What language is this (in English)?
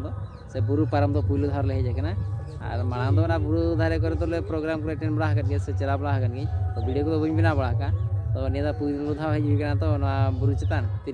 Santali